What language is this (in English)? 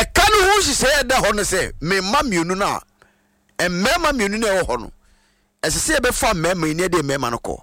Akan